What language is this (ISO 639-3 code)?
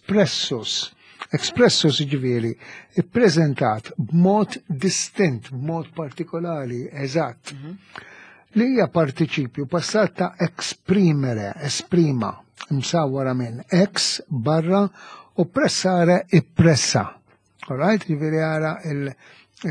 mlt